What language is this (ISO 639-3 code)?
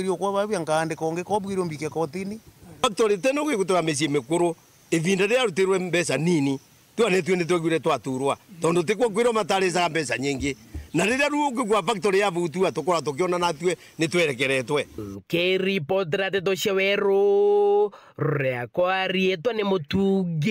mer